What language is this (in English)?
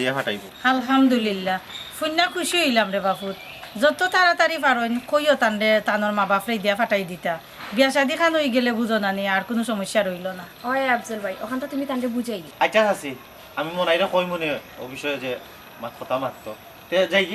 Sylheti